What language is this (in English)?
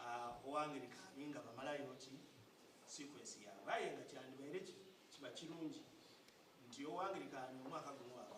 Soga